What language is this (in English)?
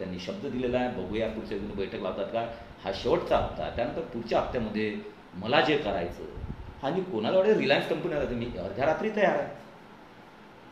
Marathi